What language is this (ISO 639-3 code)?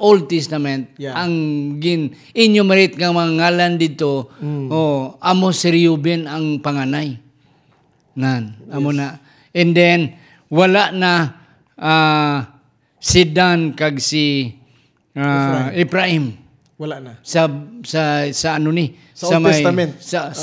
hil